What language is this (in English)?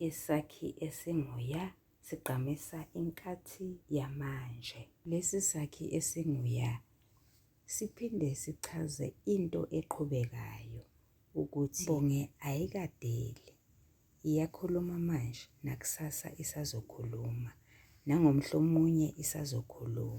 Zulu